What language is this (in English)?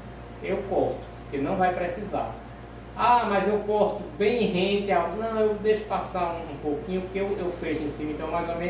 Portuguese